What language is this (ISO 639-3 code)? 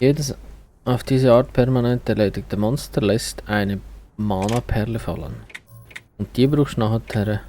gsw